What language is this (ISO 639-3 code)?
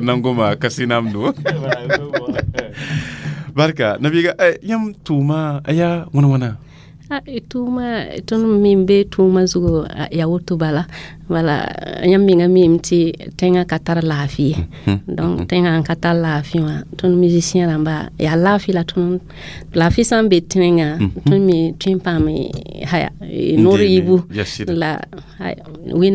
mos